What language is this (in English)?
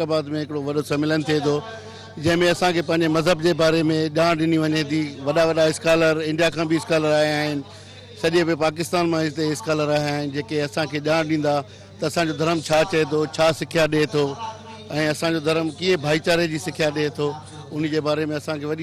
Sindhi